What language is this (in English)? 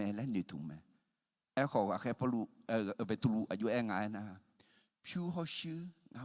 Akha